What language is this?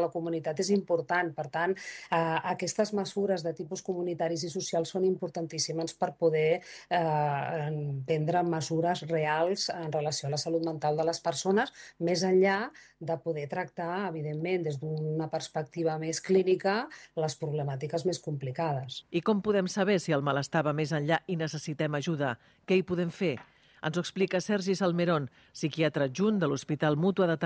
Catalan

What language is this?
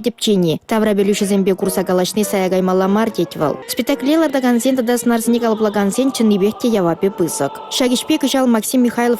Chuvash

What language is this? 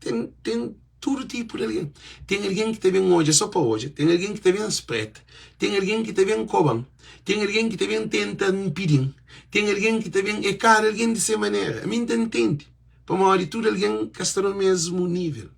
Kabuverdianu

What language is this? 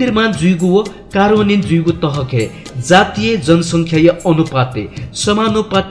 Newari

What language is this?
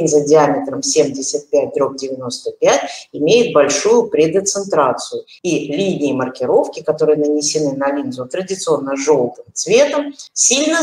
Russian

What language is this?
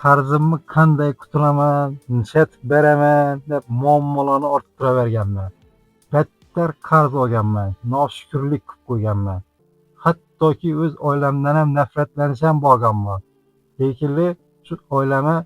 Uzbek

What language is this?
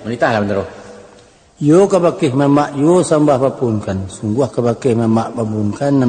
Minangkabau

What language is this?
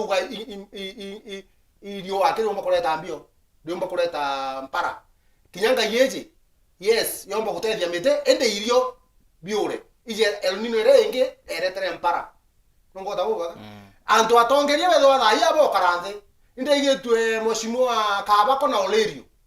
Meru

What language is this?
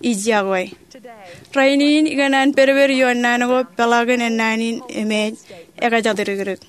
Marshallese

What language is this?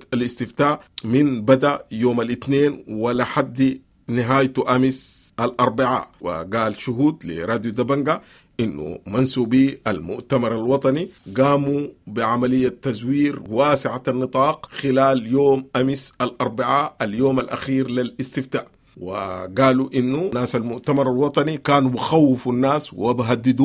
Sudanese Arabic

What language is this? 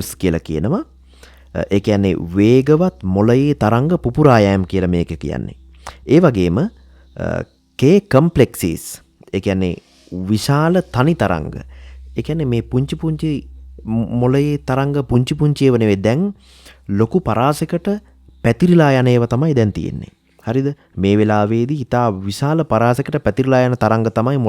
Sinhala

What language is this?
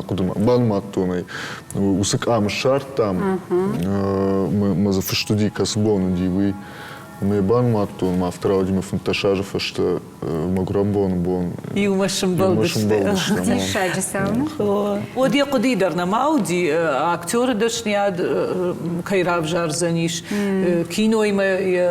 Ossetic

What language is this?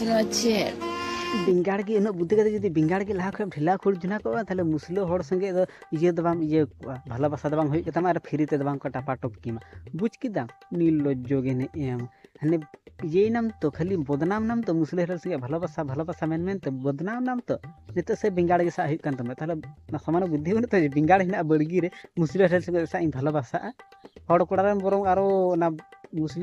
Santali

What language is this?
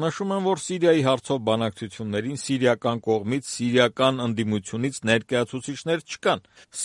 Armenian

